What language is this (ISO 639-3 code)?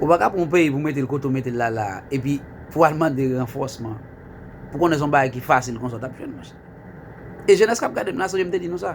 hat